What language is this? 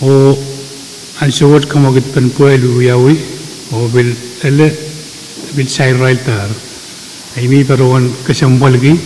Pohnpeian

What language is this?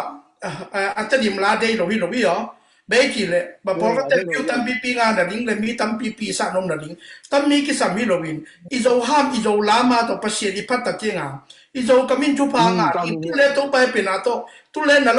Tedim Chin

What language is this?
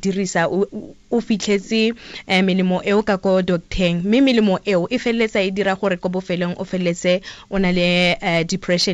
Tswana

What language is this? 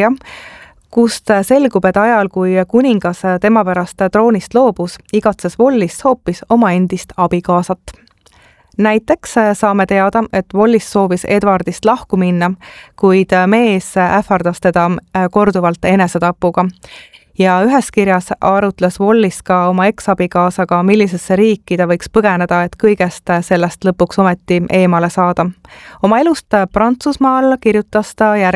Estonian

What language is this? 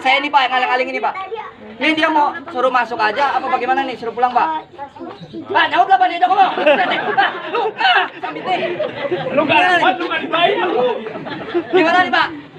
Betawi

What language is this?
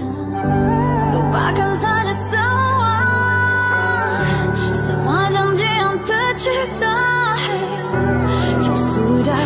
Malay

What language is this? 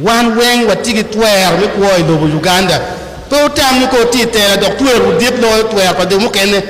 Acoli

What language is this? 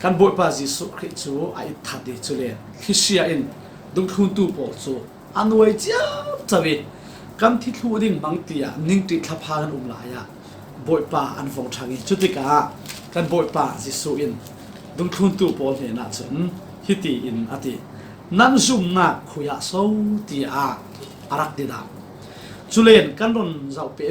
Falam Chin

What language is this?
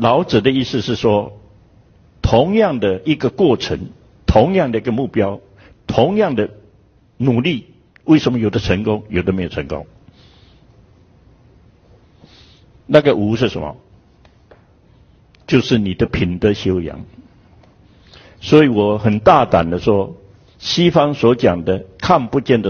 Chinese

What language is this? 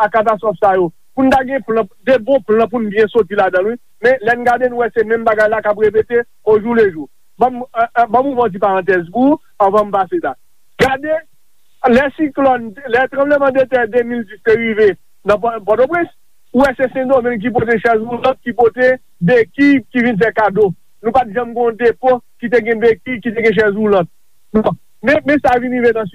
Haitian Creole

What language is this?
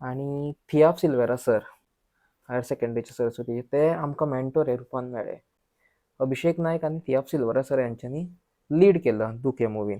Konkani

